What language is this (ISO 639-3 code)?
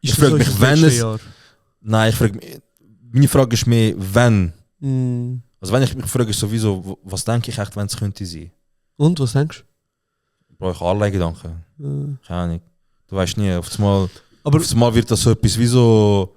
gsw